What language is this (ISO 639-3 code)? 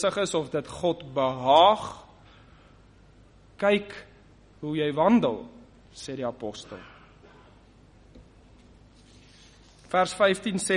afr